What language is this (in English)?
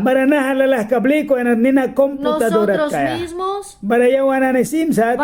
Mískito